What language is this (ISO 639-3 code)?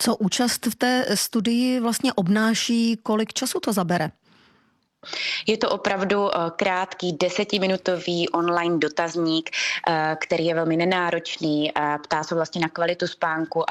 ces